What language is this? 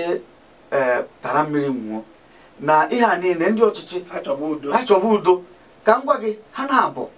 Igbo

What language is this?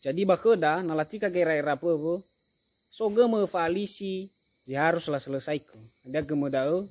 Nias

